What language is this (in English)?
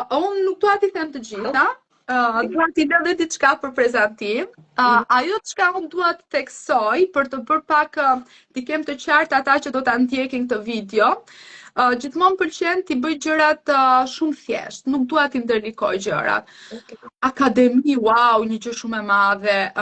Albanian